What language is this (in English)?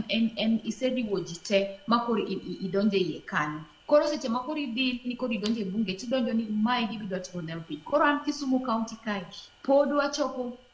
Luo (Kenya and Tanzania)